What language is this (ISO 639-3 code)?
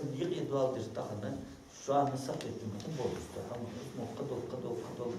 inh